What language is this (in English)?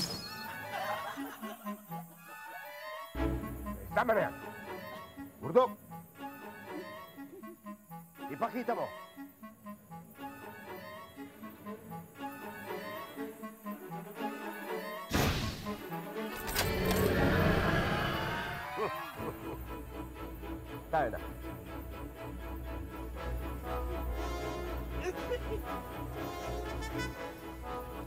Filipino